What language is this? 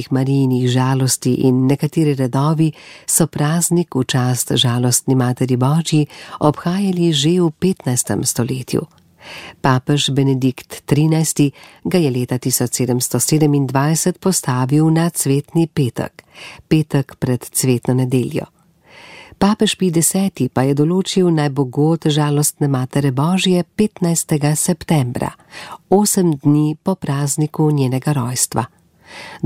Slovenian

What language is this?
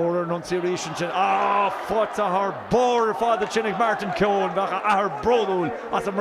Irish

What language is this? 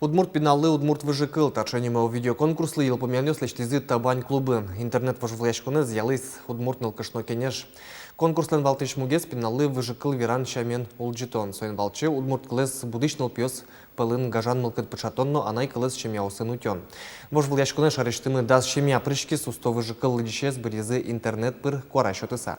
Udmurt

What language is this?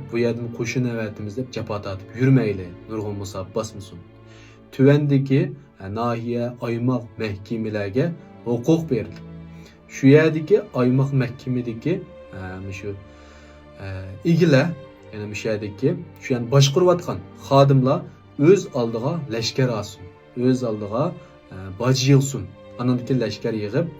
Uyghur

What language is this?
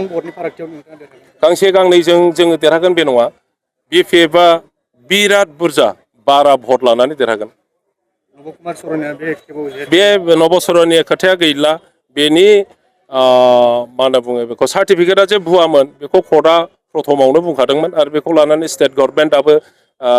Bodo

